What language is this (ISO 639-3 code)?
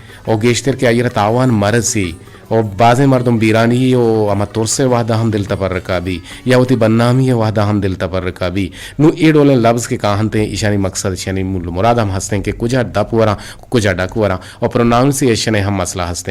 bgp